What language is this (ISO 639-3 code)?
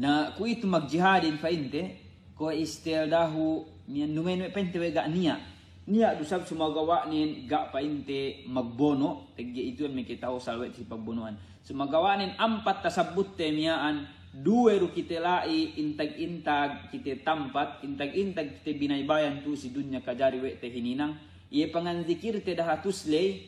yka